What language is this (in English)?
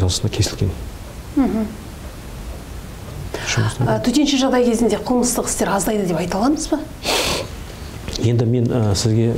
Kazakh